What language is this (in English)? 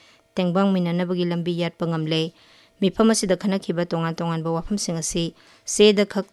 Manipuri